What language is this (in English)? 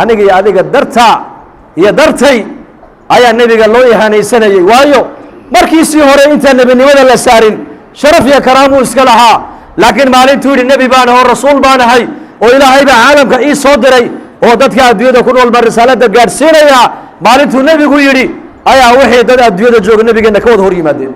Somali